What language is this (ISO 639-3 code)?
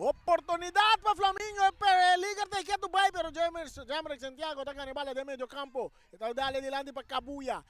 pap